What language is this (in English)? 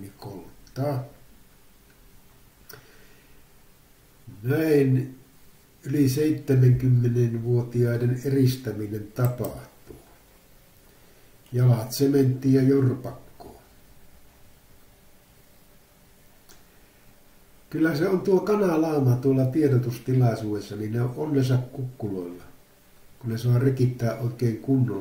Finnish